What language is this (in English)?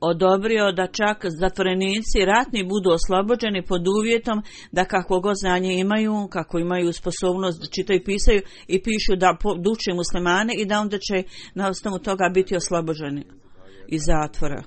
Bosnian